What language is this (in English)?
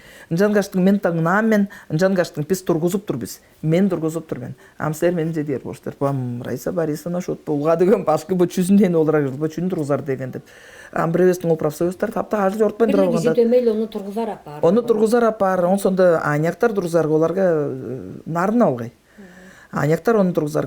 Tuvinian